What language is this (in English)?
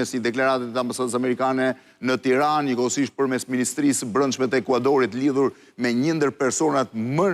Albanian